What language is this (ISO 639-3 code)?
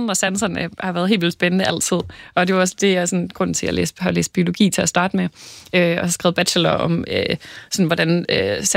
dan